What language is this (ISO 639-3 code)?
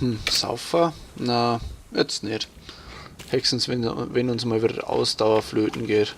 bar